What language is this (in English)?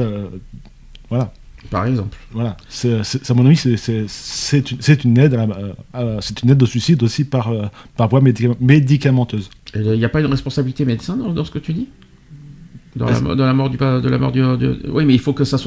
French